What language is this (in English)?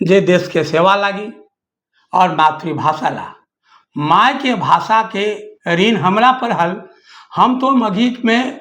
Magahi